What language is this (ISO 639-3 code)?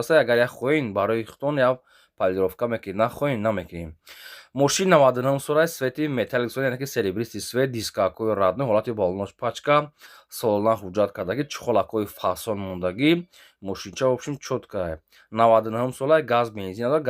tgk